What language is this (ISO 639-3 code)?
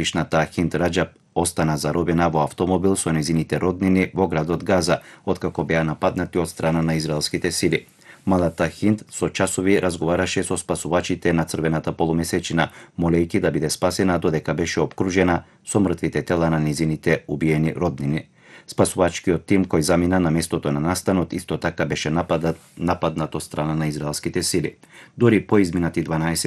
mkd